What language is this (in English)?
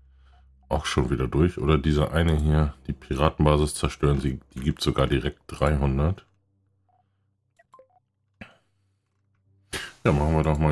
German